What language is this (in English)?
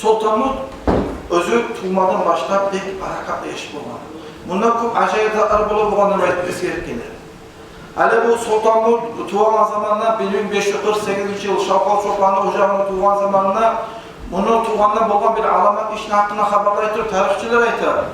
Kumyk